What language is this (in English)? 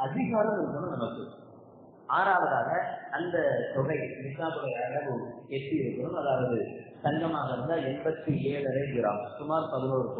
Tamil